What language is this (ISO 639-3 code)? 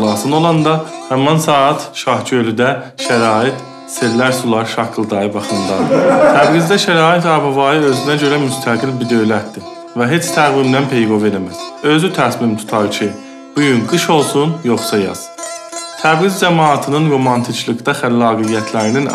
azb